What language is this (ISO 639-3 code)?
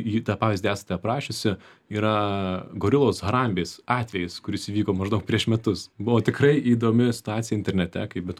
lit